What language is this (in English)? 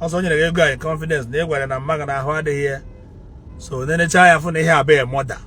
Igbo